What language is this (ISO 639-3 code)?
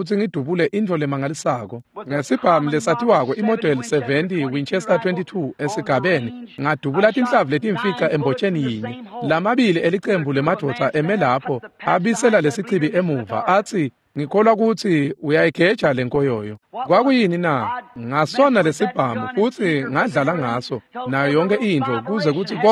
ssw